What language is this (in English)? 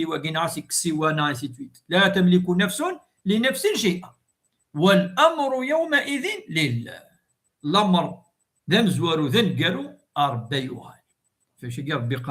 Kabyle